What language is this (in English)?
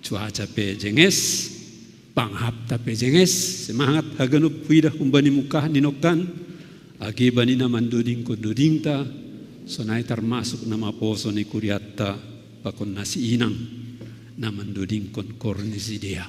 Batak Simalungun